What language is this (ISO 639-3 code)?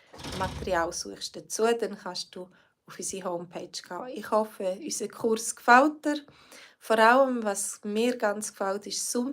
gsw